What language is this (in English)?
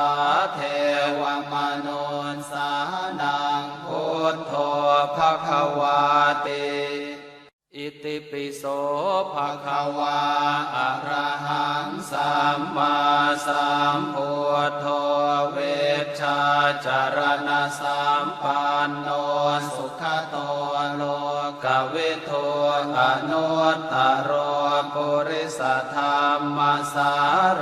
Pali